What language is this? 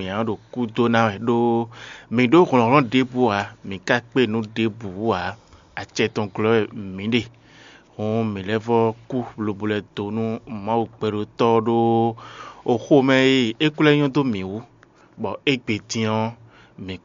Fon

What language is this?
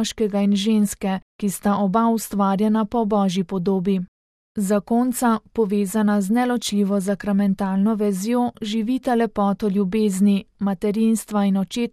Slovenian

